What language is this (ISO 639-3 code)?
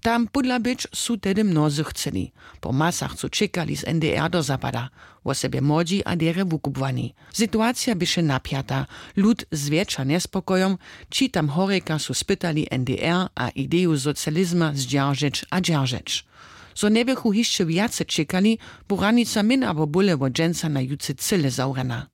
hsb